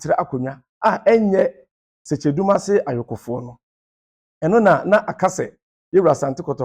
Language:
Akan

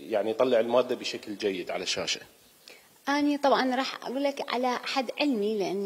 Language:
Mesopotamian Arabic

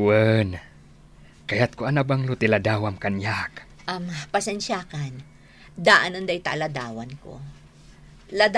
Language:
Iloko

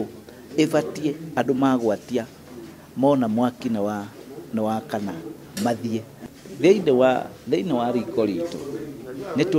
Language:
Kikuyu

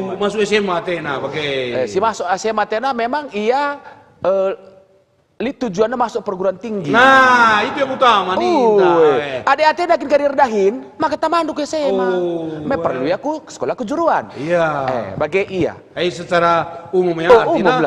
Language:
Batak Karo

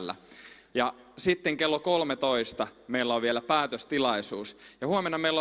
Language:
Finnish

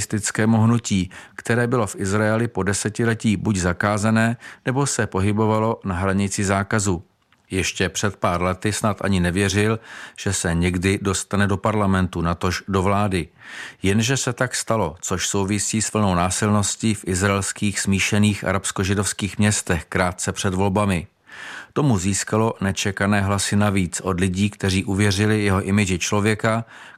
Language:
Czech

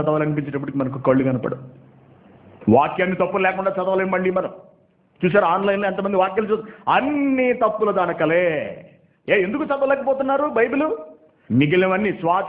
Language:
Telugu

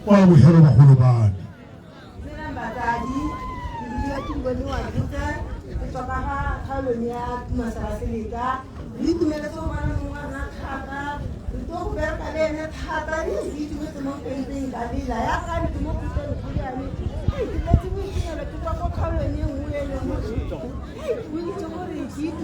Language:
Tswana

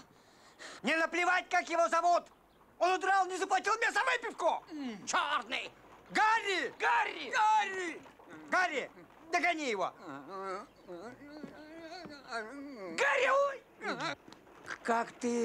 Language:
Russian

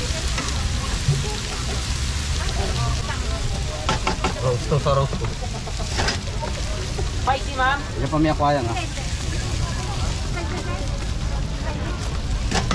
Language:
Filipino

